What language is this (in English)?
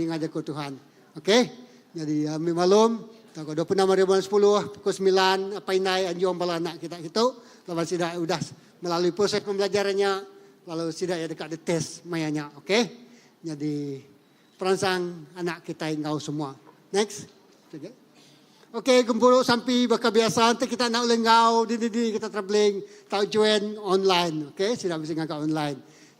Iban